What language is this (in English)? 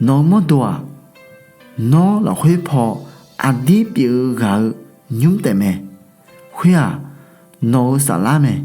Akha